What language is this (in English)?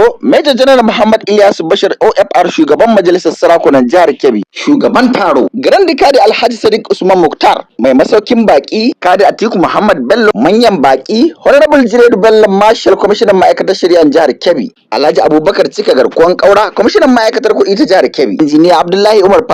Hausa